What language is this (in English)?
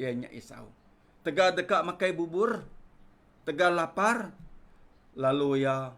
Iban